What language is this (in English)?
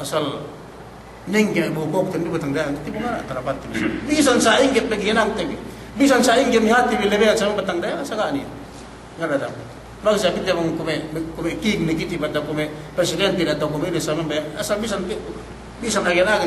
Yakan